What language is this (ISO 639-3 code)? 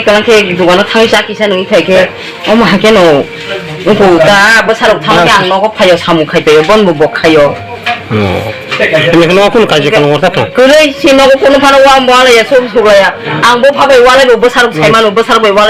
trp